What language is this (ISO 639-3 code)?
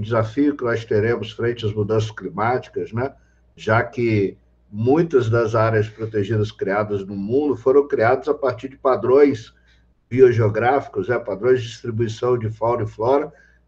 por